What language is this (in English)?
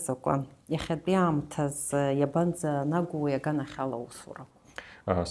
Abkhazian